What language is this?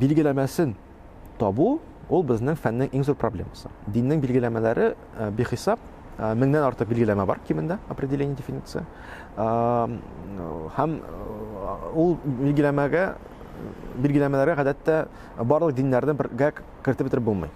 Tatar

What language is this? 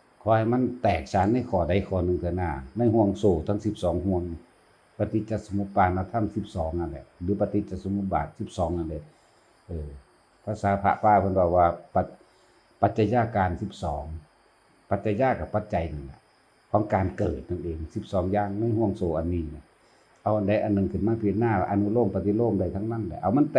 Northeastern Thai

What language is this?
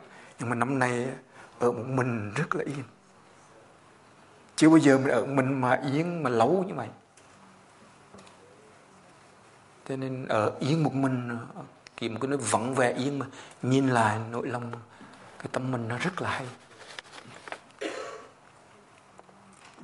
Vietnamese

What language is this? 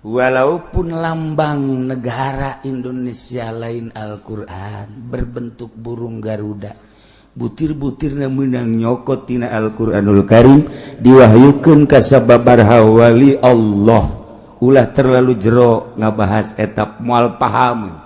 Sundanese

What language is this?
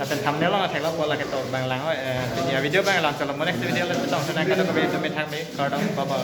Karbi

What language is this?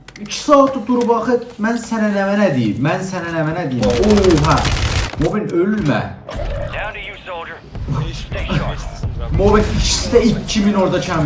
South Azerbaijani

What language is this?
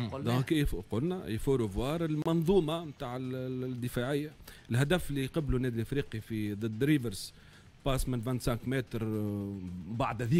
Tunisian Arabic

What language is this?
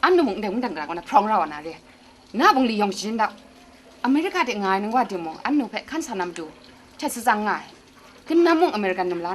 Kachin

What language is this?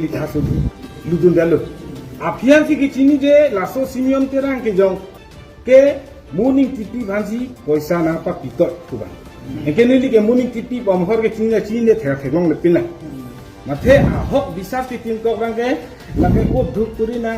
Karbi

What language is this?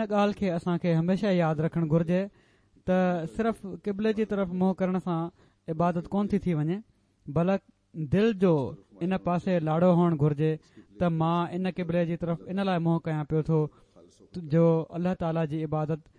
Sindhi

